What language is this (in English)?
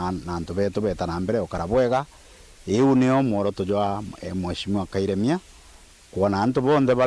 Meru